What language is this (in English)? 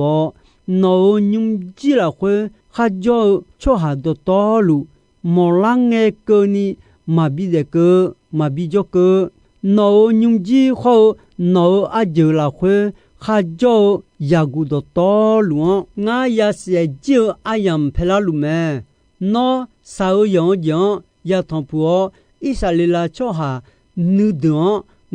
Akha